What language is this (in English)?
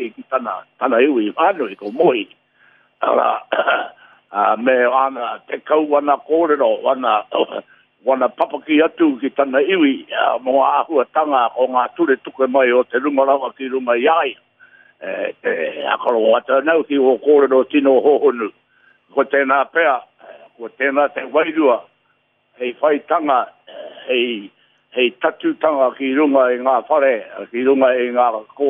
Māori